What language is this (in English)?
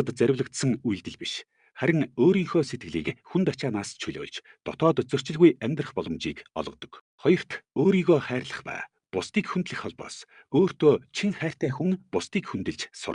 Mongolian